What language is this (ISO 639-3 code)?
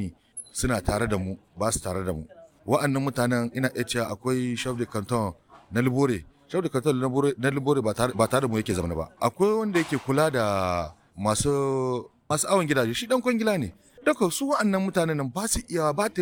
hau